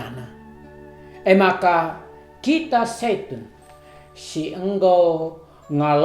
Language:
Batak Karo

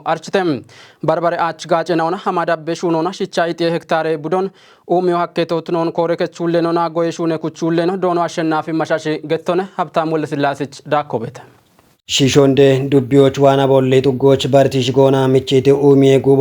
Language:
Kafa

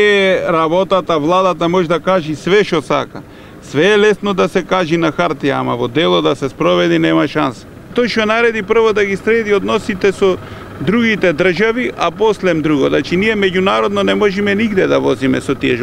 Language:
Macedonian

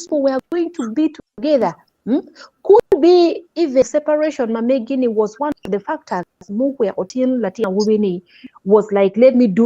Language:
Acoli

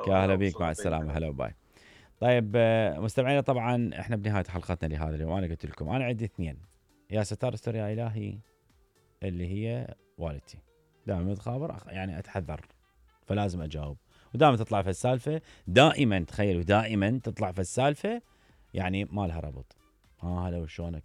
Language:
Mesopotamian Arabic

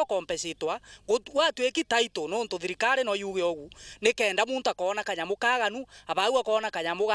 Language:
Meru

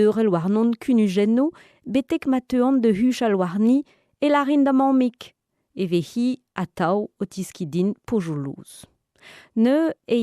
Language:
Breton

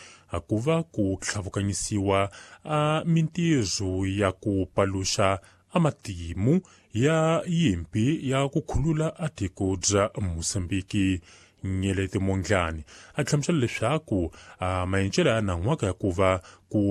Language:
Tsonga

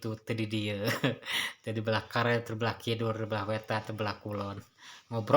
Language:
Sundanese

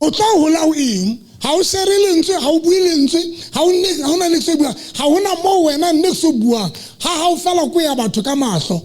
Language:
Southern Sotho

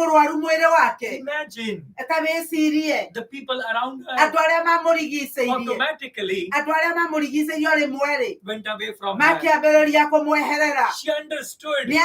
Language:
Kikuyu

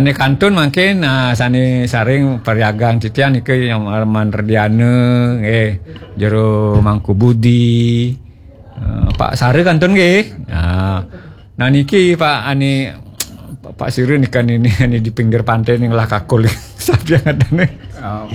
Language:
Balinese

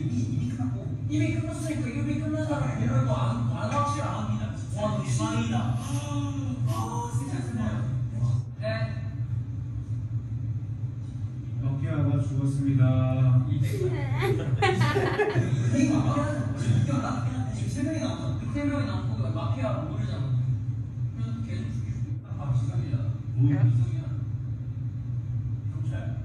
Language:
Korean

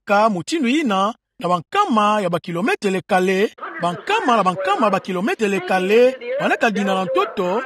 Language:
Kituba (Democratic Republic of Congo)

